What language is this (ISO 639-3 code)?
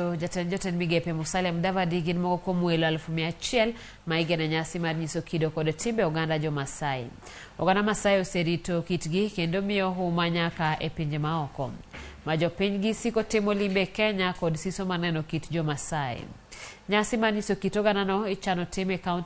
luo